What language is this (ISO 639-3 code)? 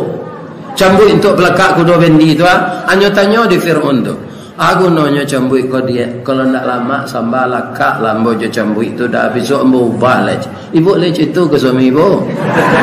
min